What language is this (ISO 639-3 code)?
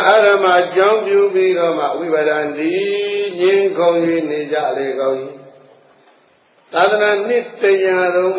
mya